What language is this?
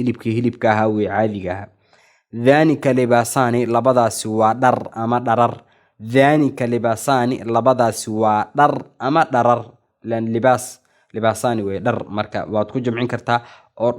Somali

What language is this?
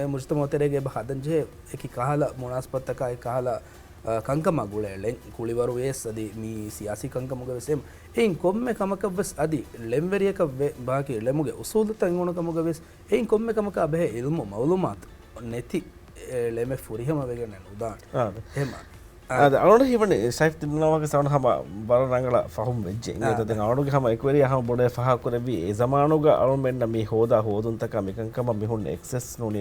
Divehi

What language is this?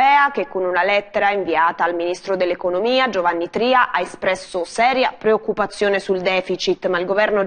Italian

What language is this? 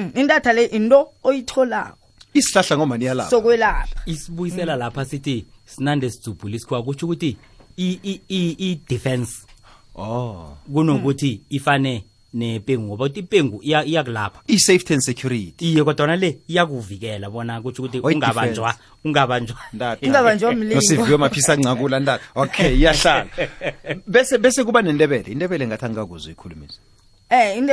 South Ndebele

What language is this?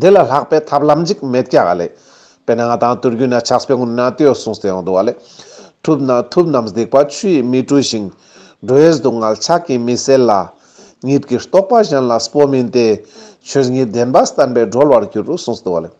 Ladakhi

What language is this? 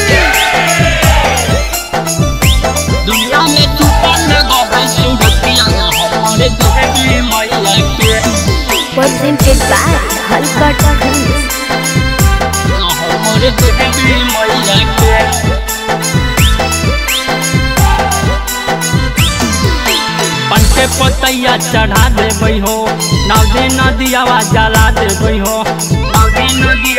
Bhojpuri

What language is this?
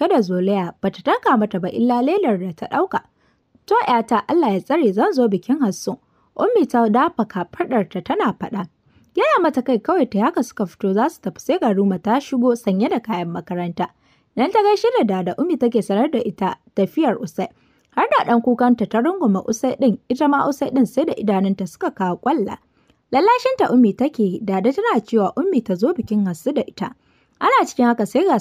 Hausa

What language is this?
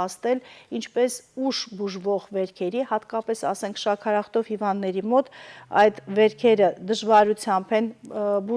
Western Armenian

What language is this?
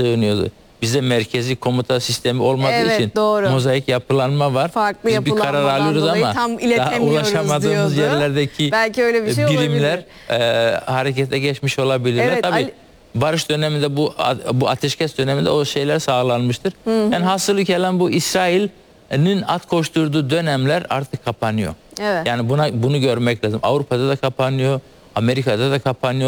Turkish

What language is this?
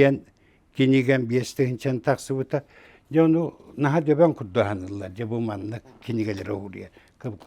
Yakut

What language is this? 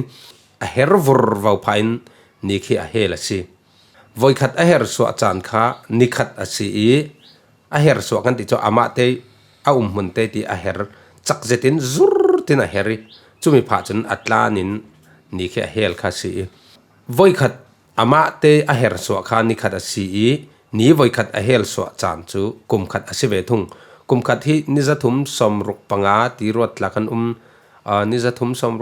Falam Chin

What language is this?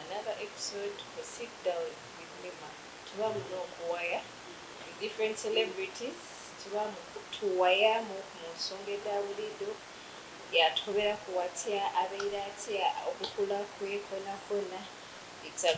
Soga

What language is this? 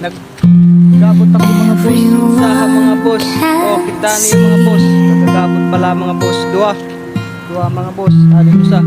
Waray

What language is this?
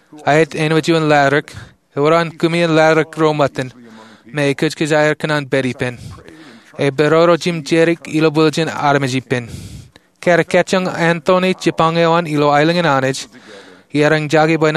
Marshallese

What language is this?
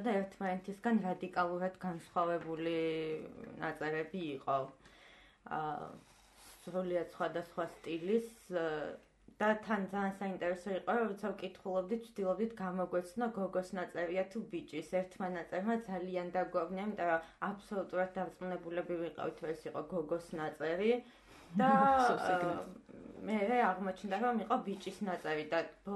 Georgian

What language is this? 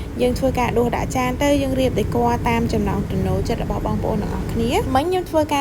Khmer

